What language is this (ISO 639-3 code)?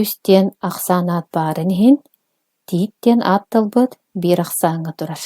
sah